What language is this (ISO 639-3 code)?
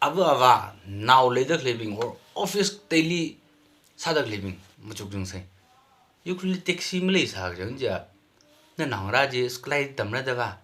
nmf